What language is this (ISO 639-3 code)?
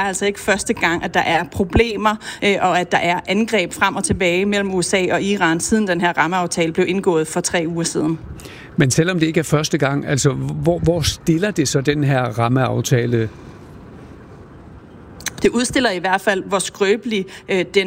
dan